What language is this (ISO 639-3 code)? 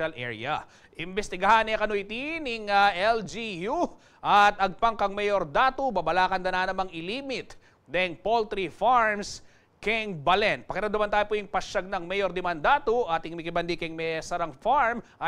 pam